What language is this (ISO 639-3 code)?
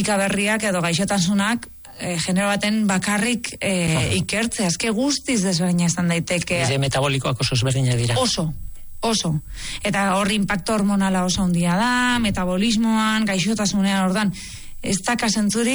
eus